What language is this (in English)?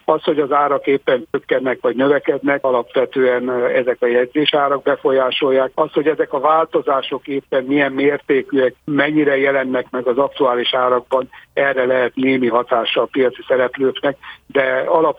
Hungarian